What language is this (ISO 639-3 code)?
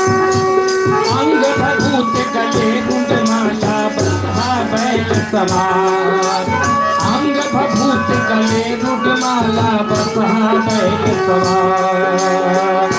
mag